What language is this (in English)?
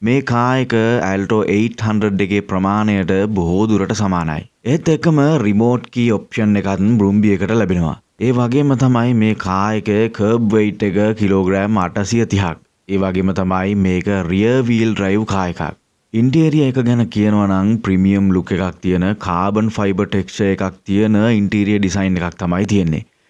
Sinhala